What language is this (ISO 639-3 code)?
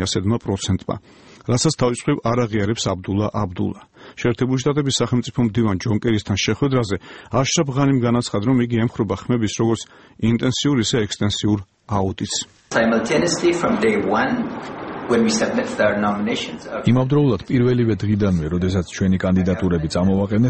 kat